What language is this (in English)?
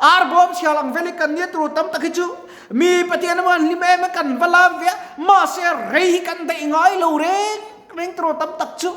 Mizo